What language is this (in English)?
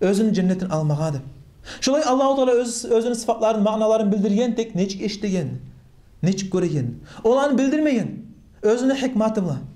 Kumyk